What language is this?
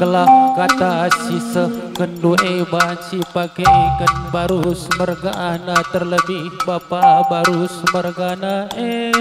Batak Karo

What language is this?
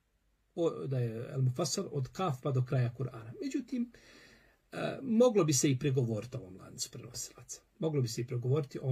Bosnian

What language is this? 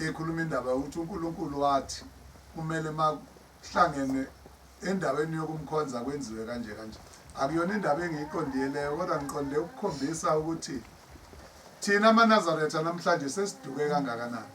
Zulu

